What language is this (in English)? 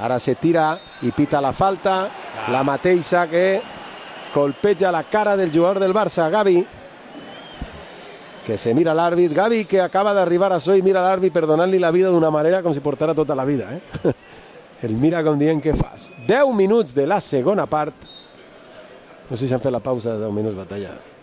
Catalan